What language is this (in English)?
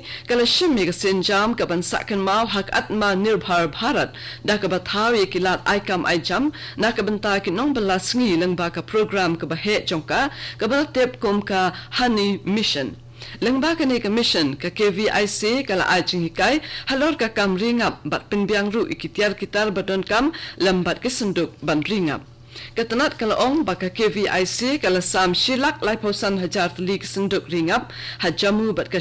Khasi